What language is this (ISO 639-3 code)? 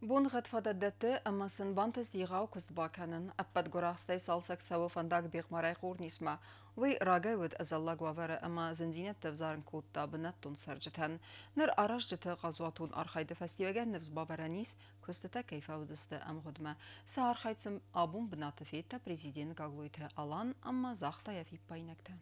oss